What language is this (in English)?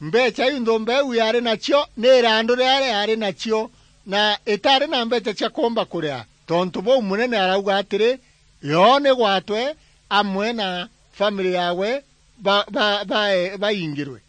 Meru